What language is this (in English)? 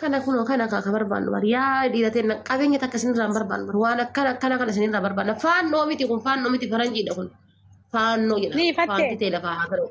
Oromo